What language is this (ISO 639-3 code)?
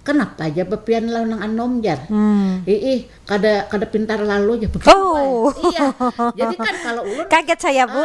bjn